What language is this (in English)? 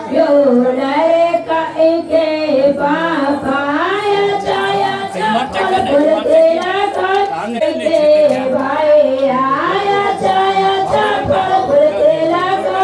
Maithili